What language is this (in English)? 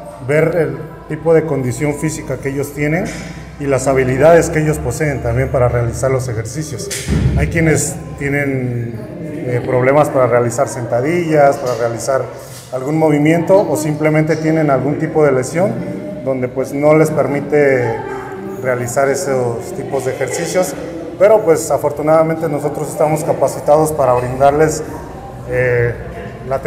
Spanish